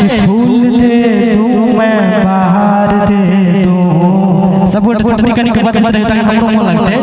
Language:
Maithili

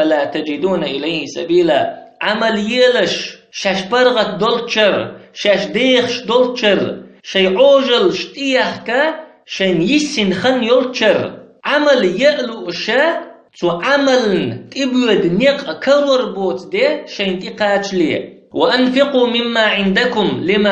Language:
Chechen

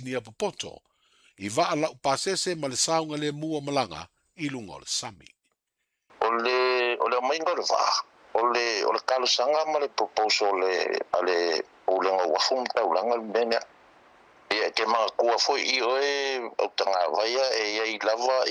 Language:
Samoan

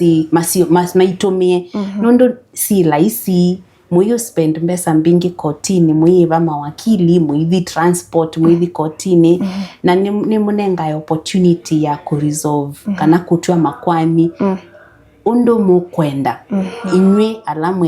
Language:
Kamba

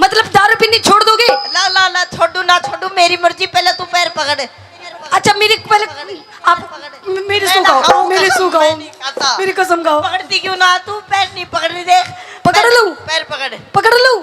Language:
Haryanvi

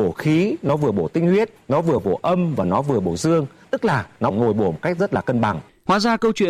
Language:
Vietnamese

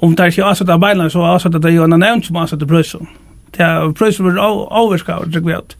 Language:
Faroese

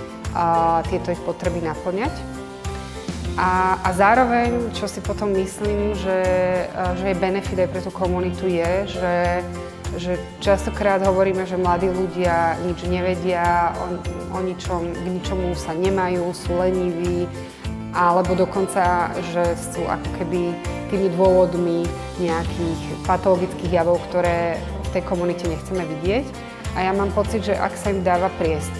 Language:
Slovak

